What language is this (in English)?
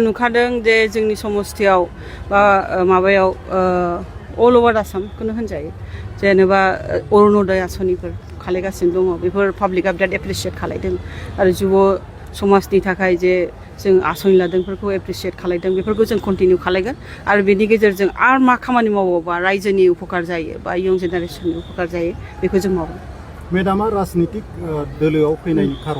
Bodo